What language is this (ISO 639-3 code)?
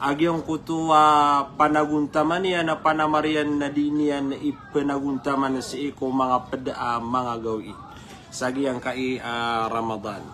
mrw